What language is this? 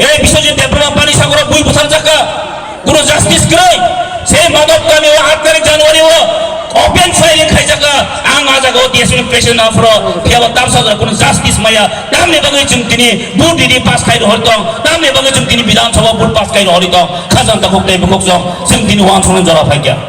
Kok Borok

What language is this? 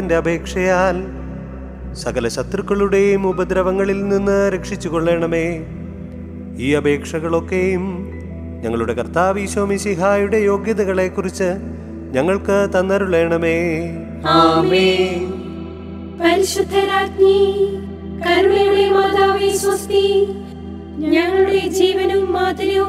Malayalam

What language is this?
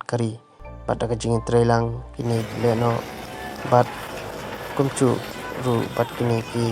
Khasi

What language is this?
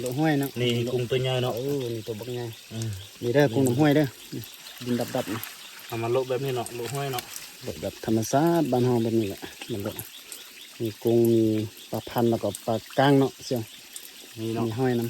Lao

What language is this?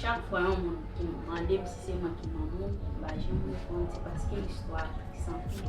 Haitian Creole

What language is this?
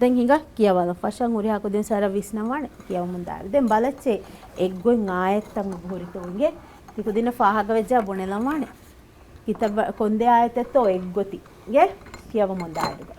Divehi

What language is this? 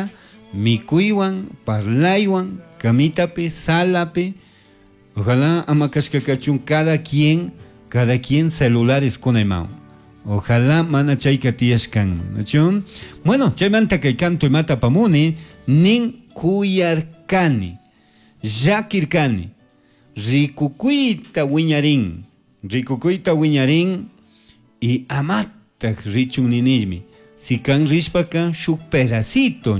Chimborazo Highland Quichua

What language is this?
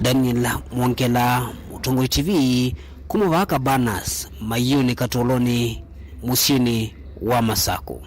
Kamba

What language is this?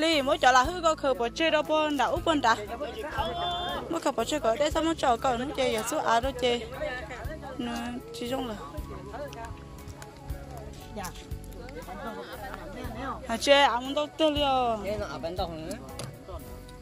Vietnamese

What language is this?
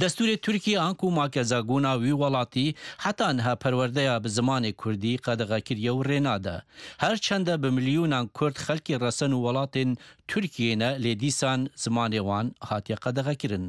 Kurdish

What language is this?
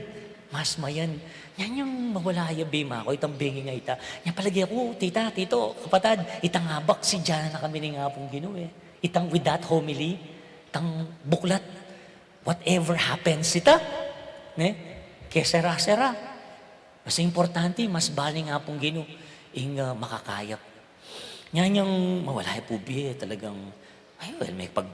Pampanga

